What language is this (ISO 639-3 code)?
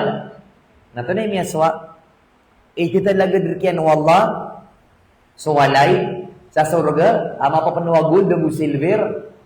mrw